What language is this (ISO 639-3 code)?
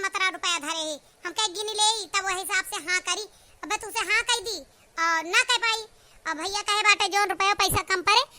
awa